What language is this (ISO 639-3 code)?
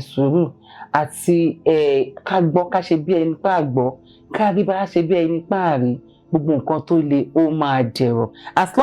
yor